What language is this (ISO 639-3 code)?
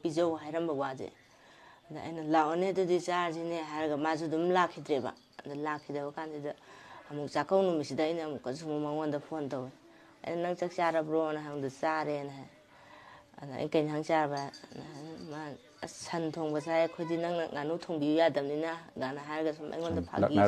mni